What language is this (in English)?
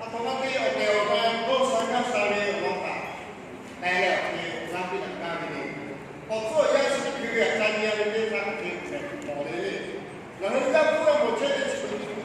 Lahu